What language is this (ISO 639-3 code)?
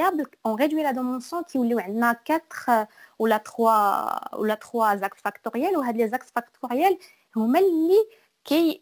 ary